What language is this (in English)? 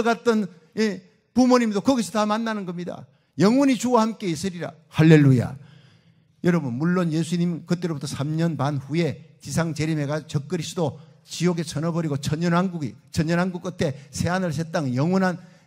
Korean